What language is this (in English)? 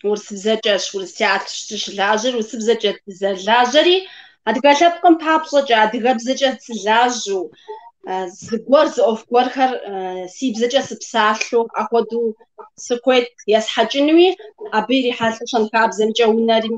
Kabardian